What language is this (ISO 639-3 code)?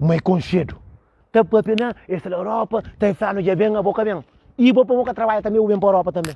kea